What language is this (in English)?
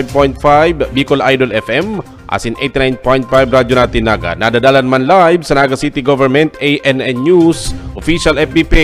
Bikol